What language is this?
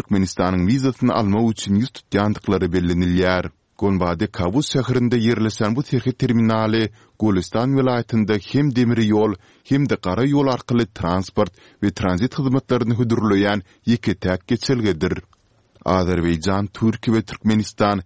Turkmen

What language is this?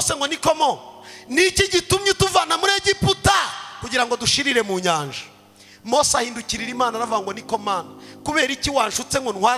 Kinyarwanda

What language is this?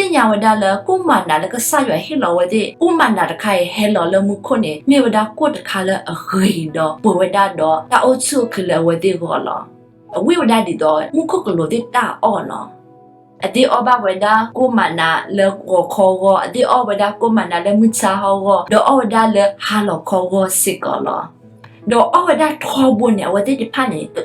S'gaw Karen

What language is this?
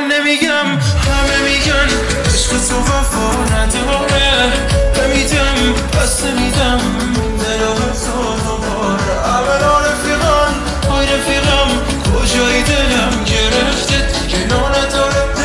Persian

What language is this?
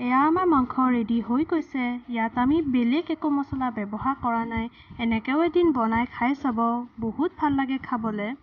Assamese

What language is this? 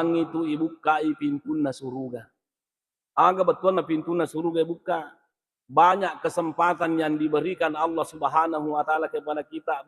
Buginese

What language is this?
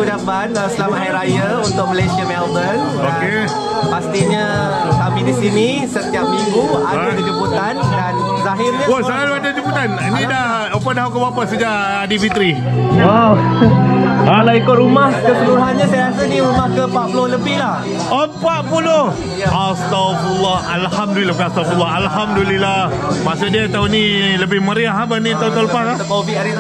Malay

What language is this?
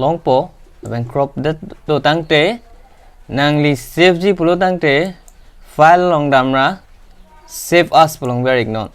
Karbi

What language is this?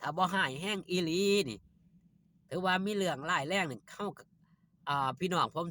Northeastern Thai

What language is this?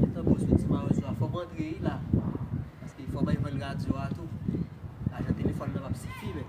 Haitian Creole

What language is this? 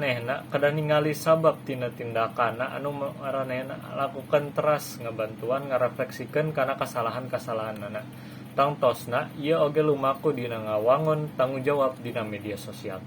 Sundanese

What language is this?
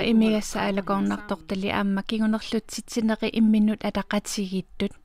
Kalaallisut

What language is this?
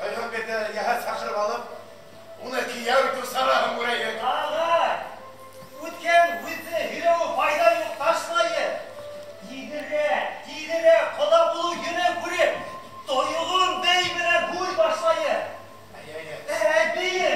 Bashkir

